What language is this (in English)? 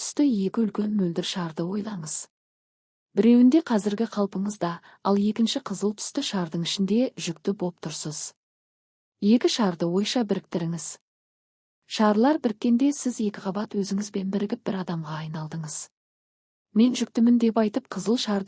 Kazakh